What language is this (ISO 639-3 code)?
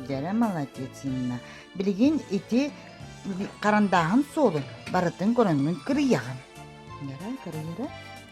sah